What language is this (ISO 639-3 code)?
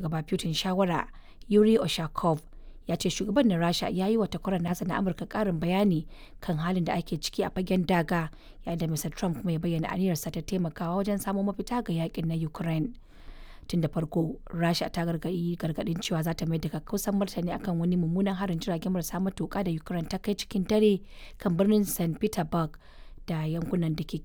hau